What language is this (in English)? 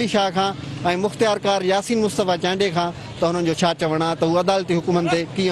Sindhi